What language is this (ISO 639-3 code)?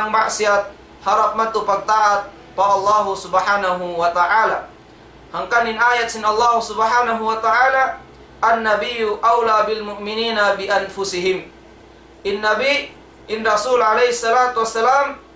tsg